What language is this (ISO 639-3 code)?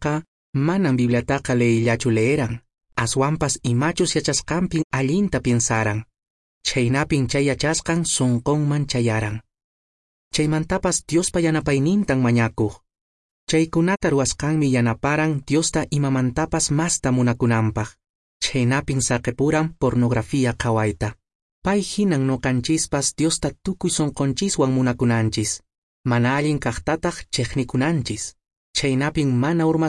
que